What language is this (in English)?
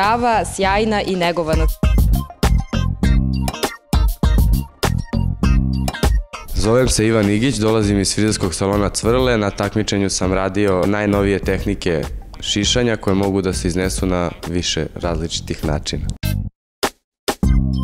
Serbian